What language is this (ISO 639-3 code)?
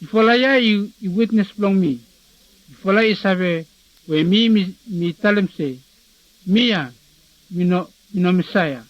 bis